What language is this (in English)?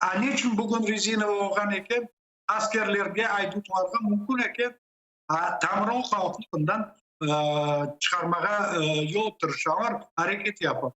Crimean Tatar